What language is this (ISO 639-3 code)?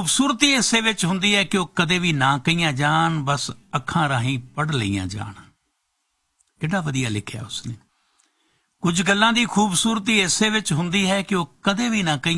pan